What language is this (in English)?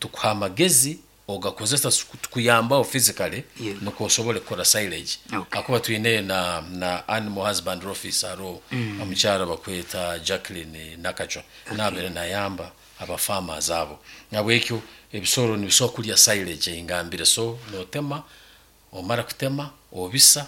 Nyankole